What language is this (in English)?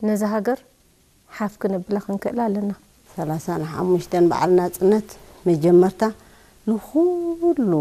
Tigrinya